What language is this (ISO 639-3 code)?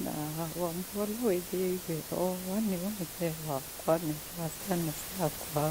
kam